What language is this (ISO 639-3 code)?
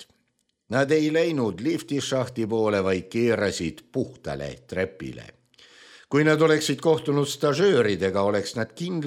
est